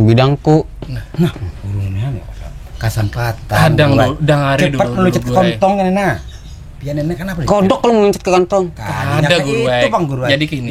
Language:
Banjar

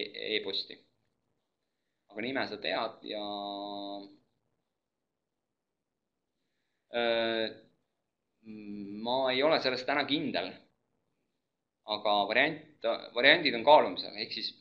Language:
Estonian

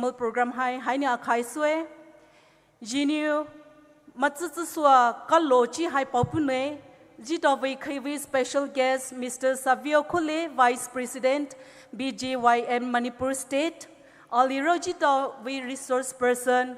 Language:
Poumei Naga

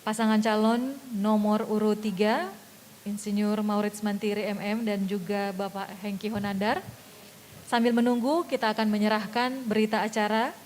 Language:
Manado Malay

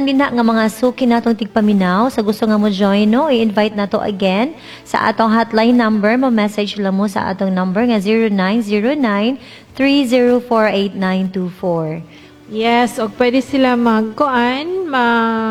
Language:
Cebuano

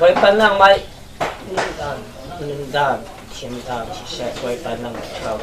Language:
Falam Chin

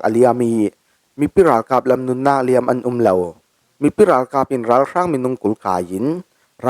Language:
Falam Chin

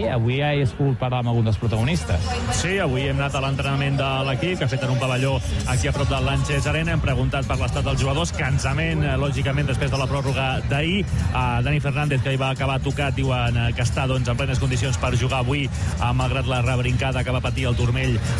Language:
Catalan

